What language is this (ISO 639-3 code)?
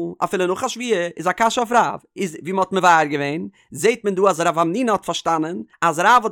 yid